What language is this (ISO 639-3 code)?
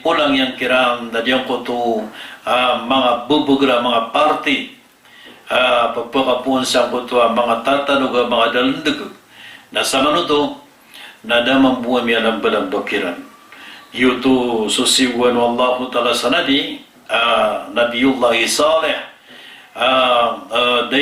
mrw